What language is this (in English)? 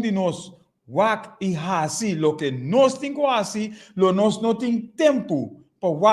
Papiamento